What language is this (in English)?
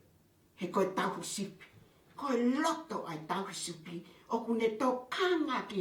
Tongan